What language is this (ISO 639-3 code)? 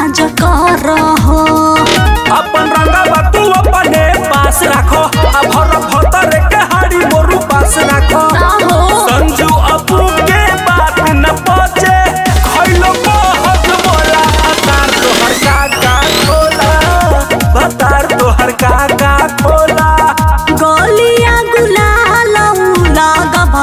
bho